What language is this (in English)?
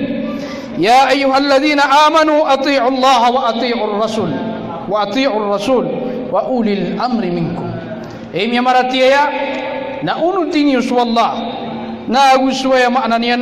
Maranao